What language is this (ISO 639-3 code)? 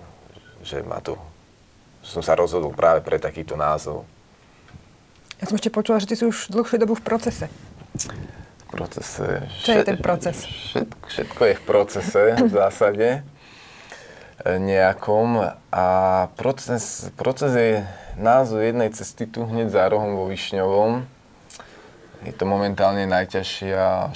slk